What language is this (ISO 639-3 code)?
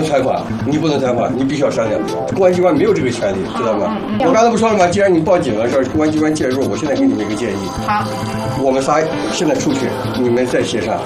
zho